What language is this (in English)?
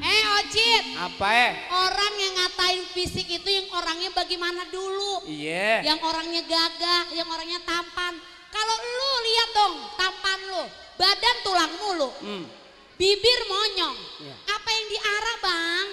Betawi